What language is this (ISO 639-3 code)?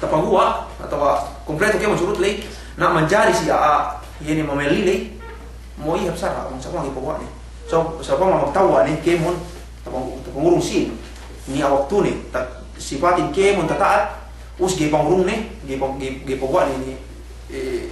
yka